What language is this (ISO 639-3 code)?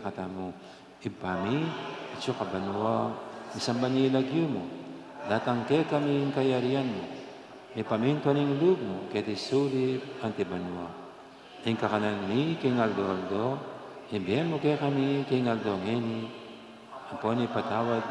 pam